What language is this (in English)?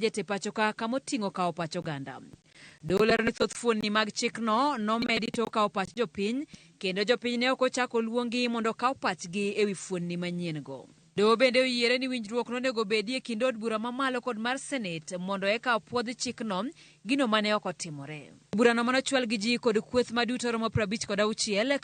Luo (Kenya and Tanzania)